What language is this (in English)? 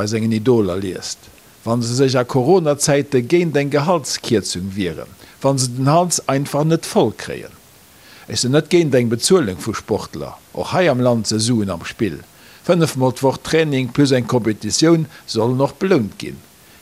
Luxembourgish